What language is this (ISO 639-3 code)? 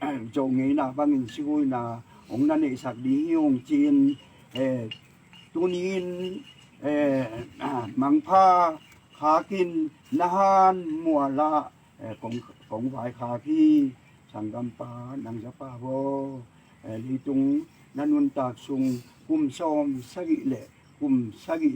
ctd